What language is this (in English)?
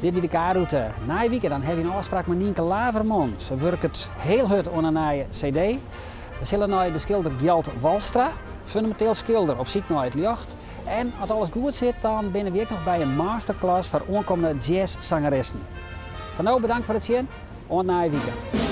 Western Frisian